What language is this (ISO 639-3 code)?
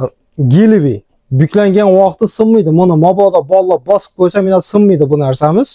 uzb